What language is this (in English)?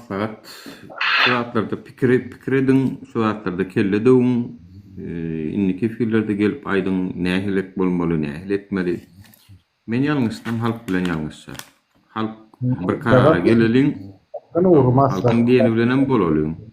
Turkmen